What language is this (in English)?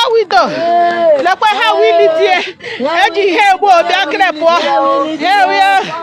Igbo